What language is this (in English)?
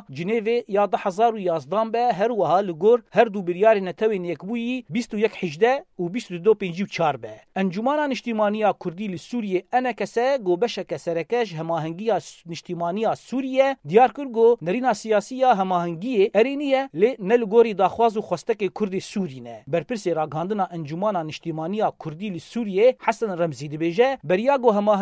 Kurdish